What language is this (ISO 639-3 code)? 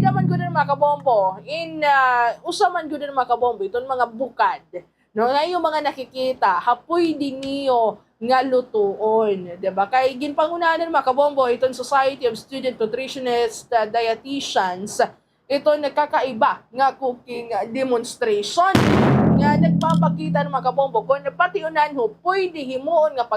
war